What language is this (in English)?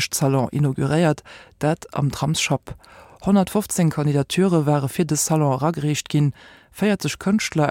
Luxembourgish